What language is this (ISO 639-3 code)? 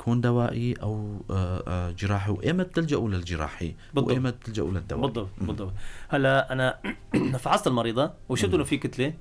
apc